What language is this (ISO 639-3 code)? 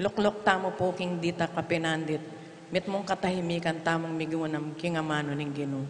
pam